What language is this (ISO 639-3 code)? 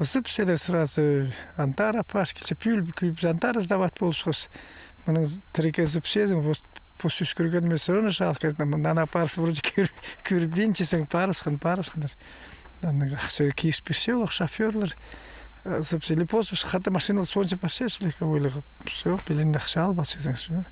kjh